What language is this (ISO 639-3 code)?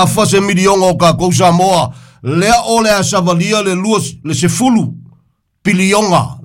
smo